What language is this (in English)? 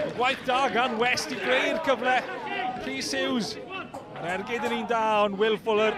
Welsh